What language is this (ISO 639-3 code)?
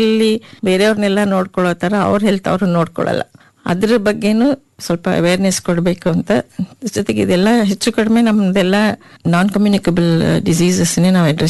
kan